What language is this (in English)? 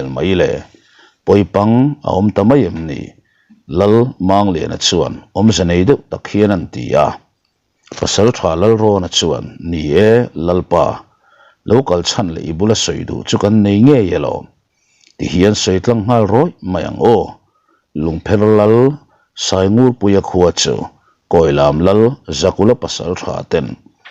Mizo